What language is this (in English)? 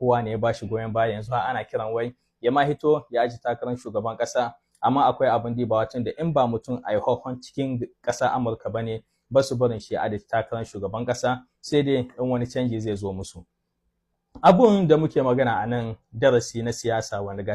Hausa